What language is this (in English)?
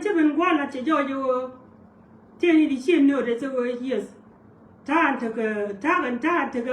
Nuer